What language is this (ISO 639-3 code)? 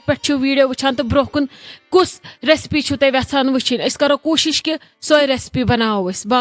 kas